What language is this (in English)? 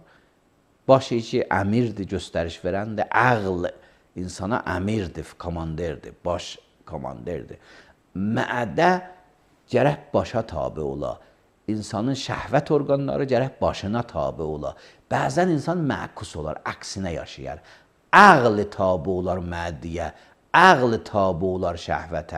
Azerbaijani